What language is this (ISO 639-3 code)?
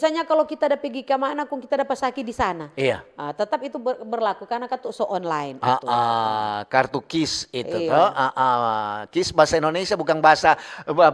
xmm